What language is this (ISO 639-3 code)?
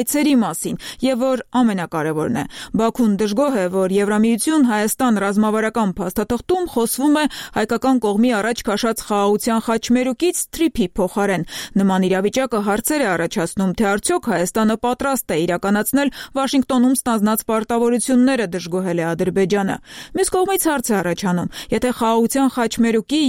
hye